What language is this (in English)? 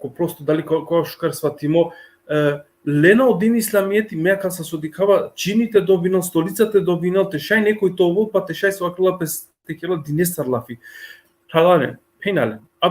Balkan Romani